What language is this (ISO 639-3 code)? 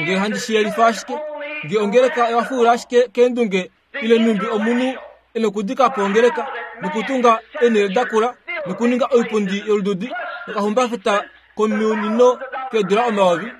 kua